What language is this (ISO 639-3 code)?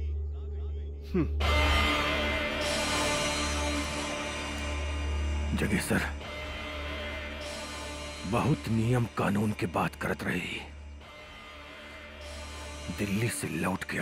bho